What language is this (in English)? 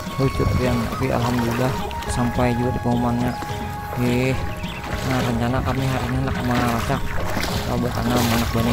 Banjar